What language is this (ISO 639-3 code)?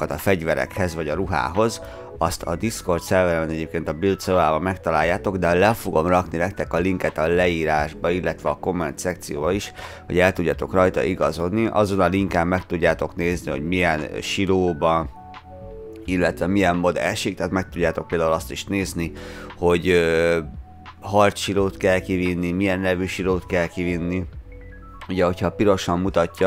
hun